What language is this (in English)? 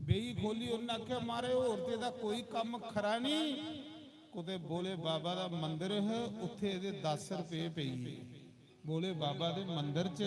Dogri